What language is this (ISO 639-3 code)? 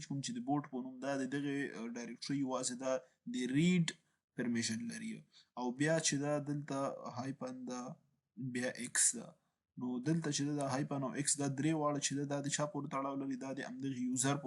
pus